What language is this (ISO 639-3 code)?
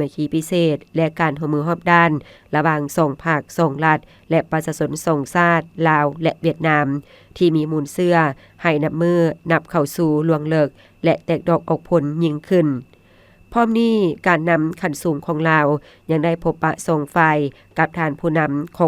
lao